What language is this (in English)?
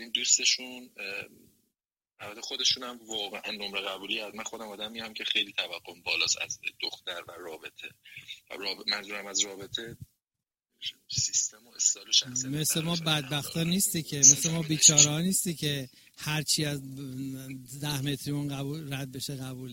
Persian